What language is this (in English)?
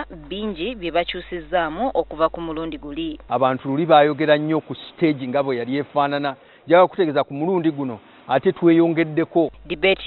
Ganda